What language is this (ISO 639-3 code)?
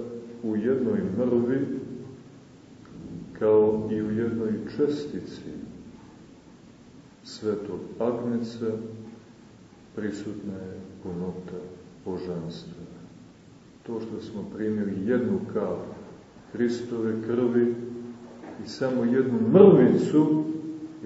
srp